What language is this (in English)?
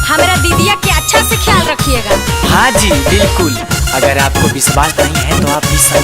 Magahi